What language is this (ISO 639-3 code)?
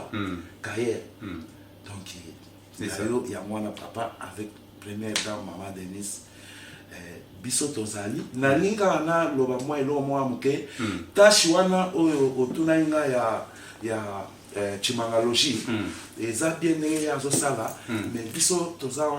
lin